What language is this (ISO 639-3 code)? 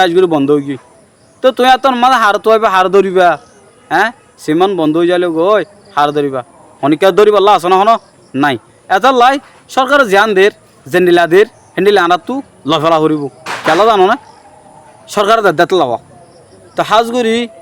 rhg